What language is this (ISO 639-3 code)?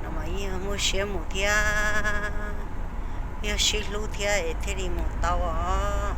hmn